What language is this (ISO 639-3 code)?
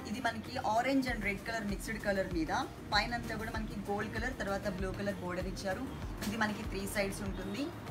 tel